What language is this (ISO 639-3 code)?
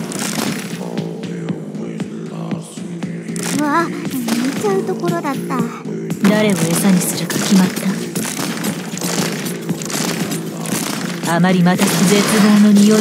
jpn